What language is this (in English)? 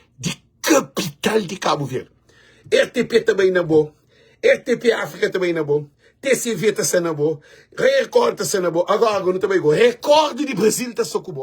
Kabuverdianu